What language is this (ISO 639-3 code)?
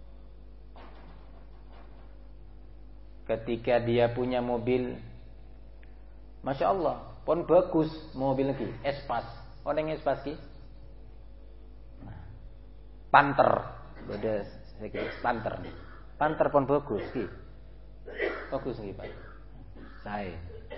ind